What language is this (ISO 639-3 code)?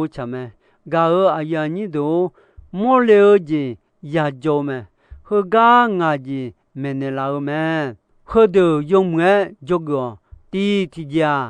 ahk